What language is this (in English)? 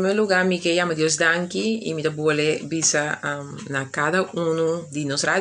Papiamento